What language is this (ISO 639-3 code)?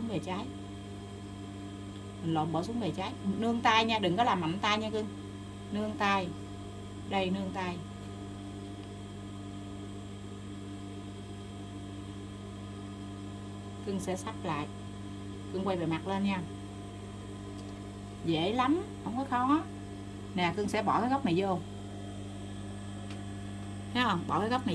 vie